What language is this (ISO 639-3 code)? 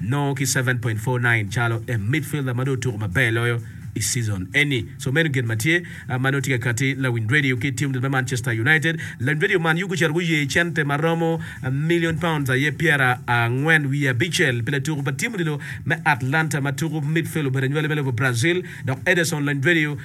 ach